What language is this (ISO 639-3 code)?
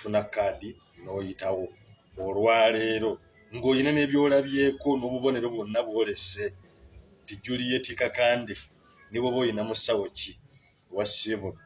lug